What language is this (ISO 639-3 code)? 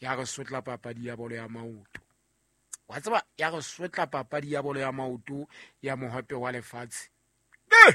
sot